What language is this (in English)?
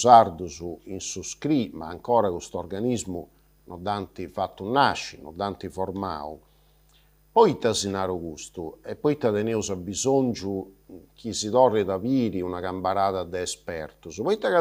Sardinian